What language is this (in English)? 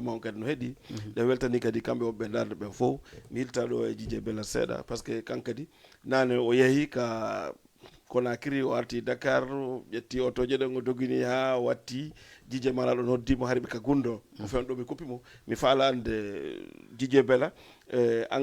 Fula